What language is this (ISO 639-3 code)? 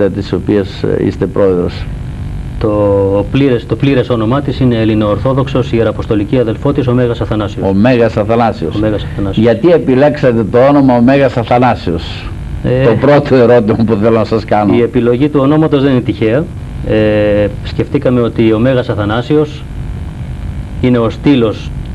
ell